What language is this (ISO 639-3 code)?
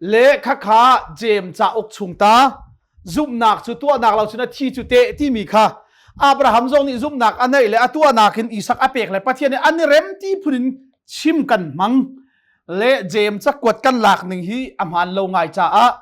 cnh